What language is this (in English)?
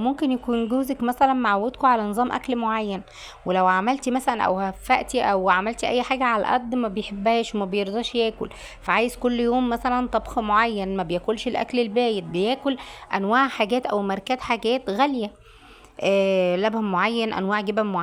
Egyptian Arabic